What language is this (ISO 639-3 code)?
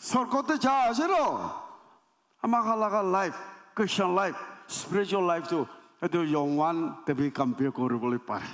nag